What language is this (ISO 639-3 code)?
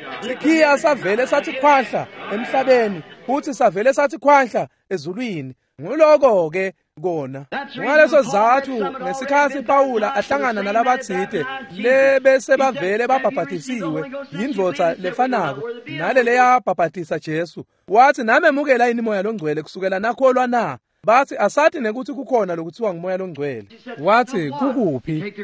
ssw